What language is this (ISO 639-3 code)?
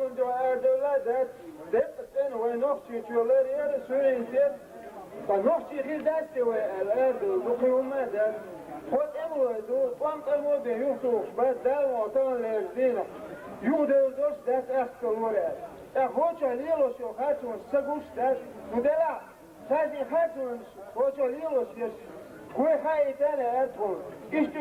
che